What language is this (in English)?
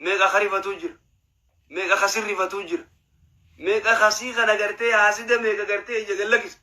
Oromo